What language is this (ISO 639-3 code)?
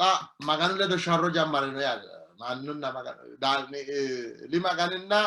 sid